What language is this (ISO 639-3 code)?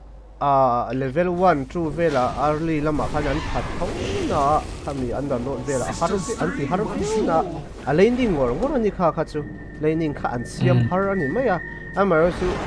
lus